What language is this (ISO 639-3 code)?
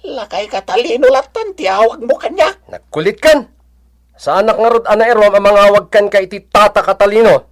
ilo